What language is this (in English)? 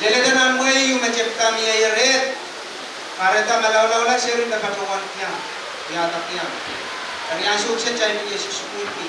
Pohnpeian